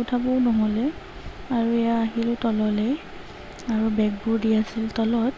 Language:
Assamese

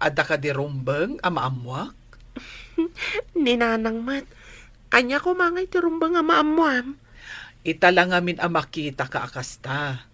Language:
Iloko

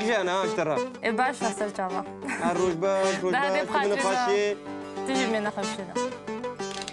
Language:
Kurdish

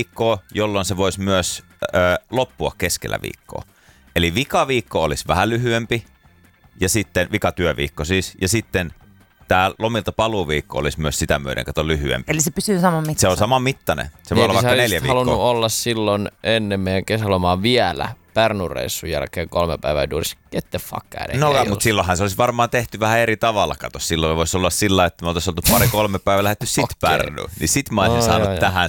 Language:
Finnish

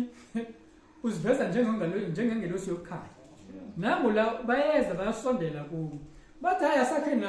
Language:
Zulu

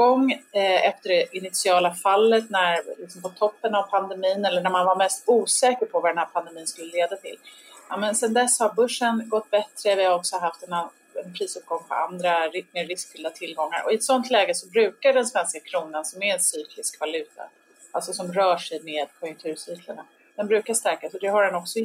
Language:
Swedish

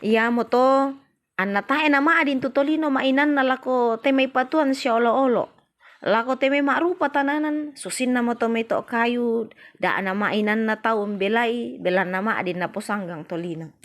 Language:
Toraja-Sa'dan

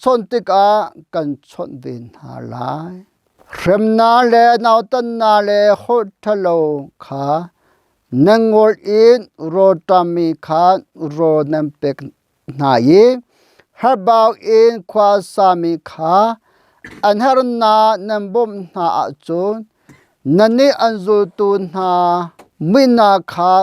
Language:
Hakha Chin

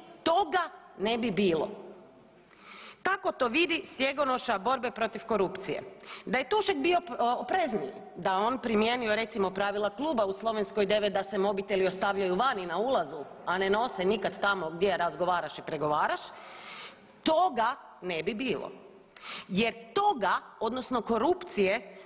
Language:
Croatian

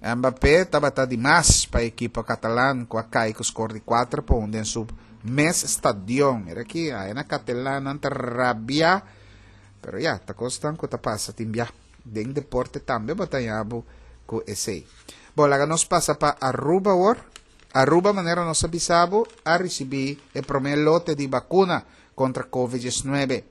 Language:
Papiamento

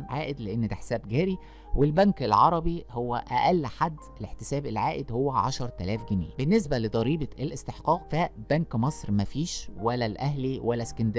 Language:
Egyptian Arabic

